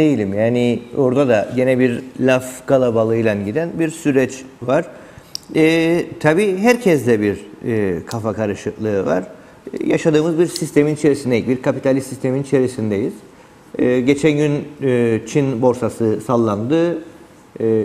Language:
Turkish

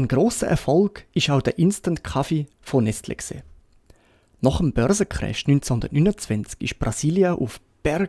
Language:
Swiss German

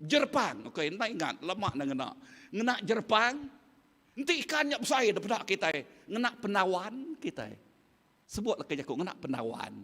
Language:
Iban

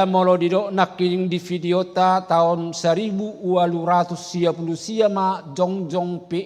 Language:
Batak Toba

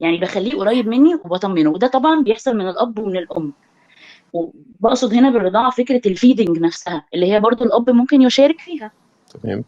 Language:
Egyptian Arabic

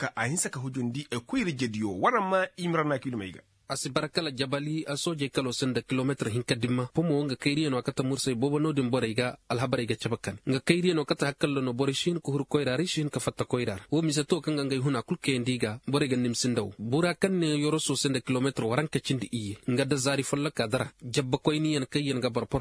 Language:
Koyraboro Senni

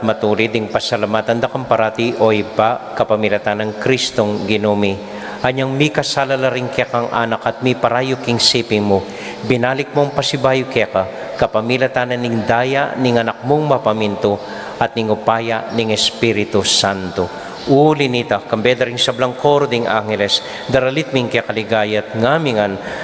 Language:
Pampanga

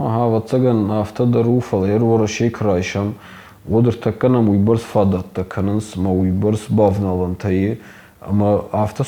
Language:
Ossetic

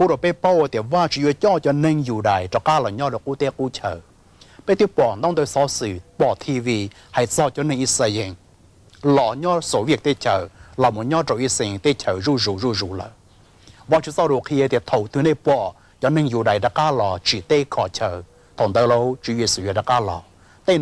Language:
Hmong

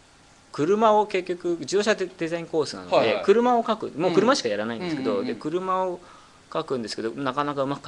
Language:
Japanese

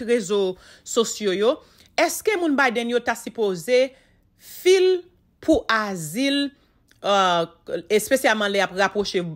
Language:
Haitian Creole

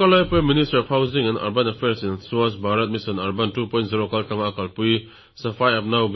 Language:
Mizo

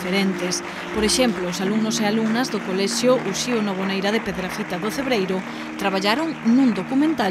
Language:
Galician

